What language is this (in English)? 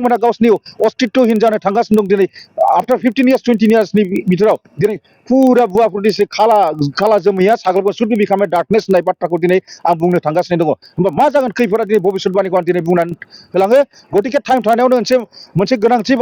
Bodo